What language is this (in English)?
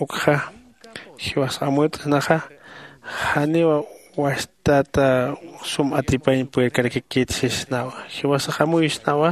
Aymara